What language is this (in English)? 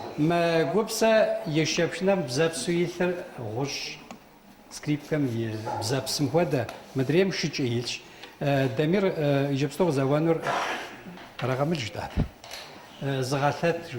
Kabardian